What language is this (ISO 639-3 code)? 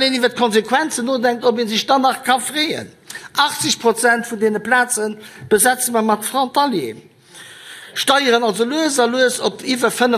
ltz